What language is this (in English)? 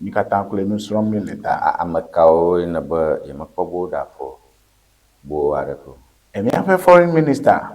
Ewe